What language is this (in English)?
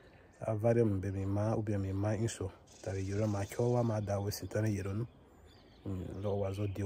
Bomu